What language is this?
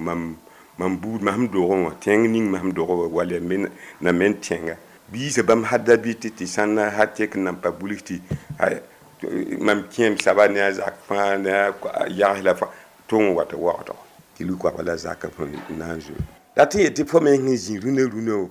Mossi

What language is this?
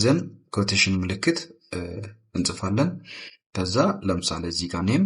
Amharic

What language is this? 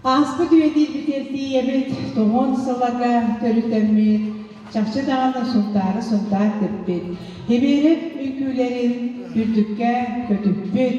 Yakut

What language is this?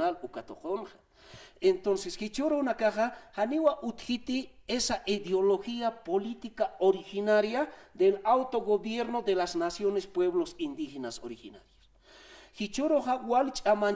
Aymara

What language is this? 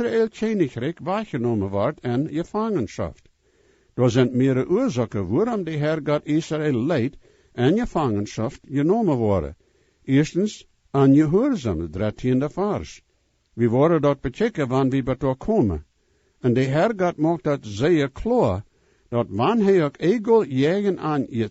Plautdietsch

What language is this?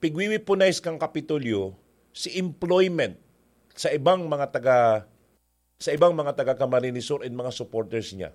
Bikol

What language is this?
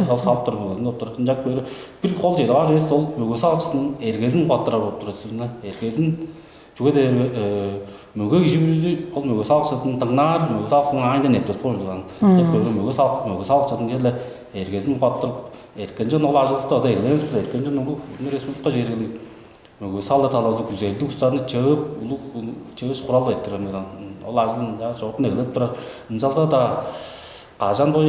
Tuvinian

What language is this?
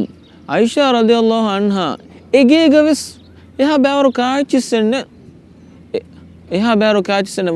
Divehi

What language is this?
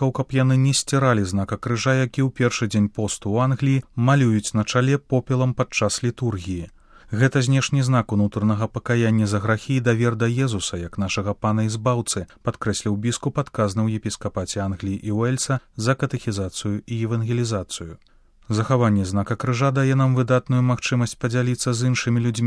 Belarusian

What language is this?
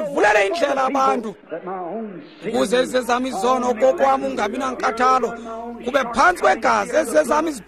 Xhosa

